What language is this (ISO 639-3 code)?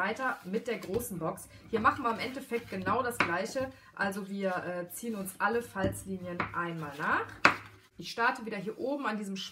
deu